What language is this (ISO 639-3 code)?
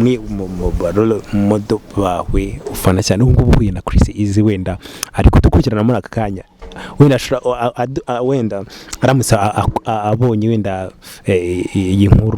kin